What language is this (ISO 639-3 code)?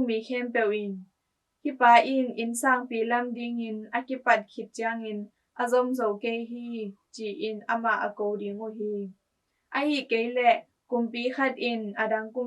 ctd